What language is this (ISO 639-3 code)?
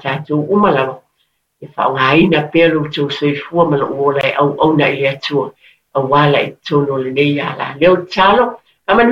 smo